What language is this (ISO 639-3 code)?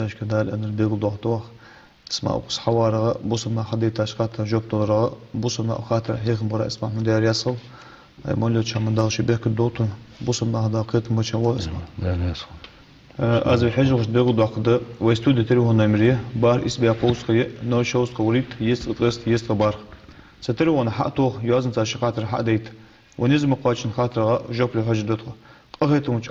inh